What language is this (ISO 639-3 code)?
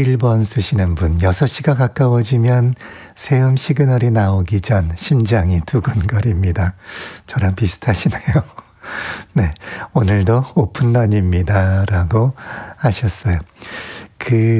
kor